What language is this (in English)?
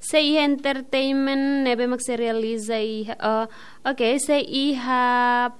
Tetum